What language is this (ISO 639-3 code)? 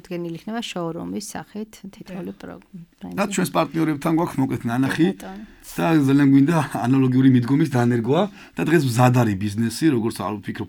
kat